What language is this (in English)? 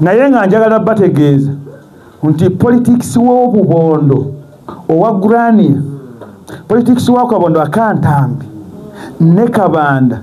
Ganda